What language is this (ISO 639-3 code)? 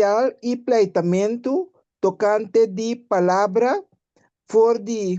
pap